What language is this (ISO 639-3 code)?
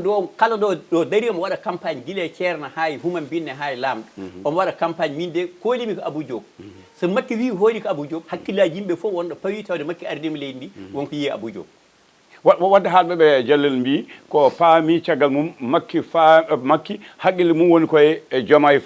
ful